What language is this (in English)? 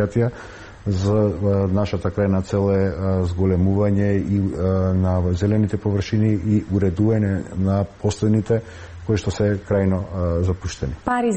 Macedonian